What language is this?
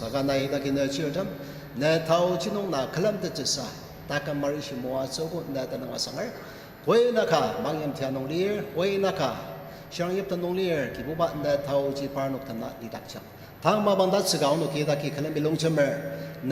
Ao Naga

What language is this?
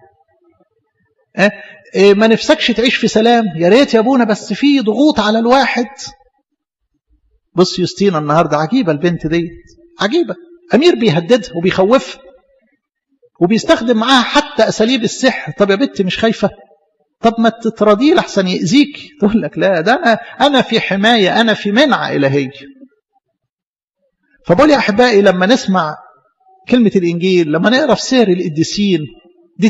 Egyptian Arabic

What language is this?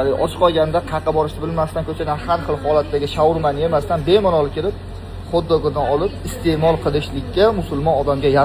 Uzbek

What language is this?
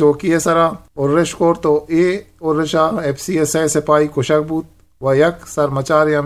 Eastern Balochi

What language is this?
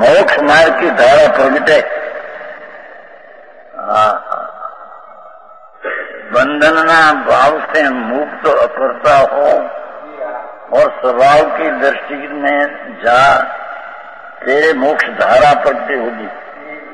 Hindi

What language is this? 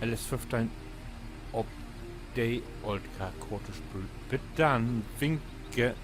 Low German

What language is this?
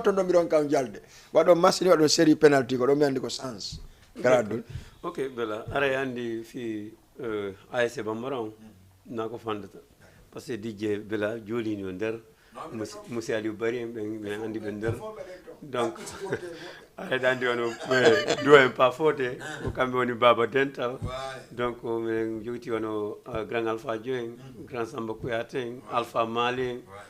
Fula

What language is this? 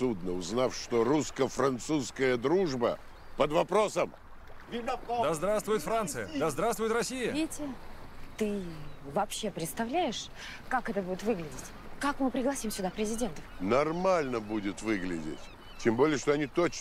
Russian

